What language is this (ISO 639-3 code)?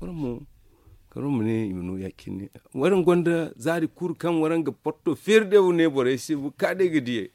dje